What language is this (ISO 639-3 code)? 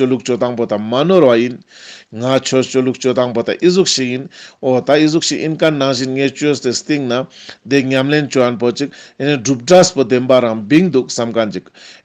lbj